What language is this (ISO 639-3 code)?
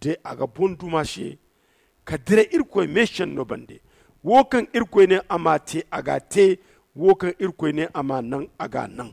dje